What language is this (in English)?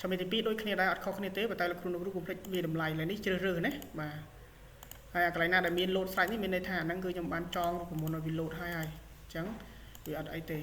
Khmer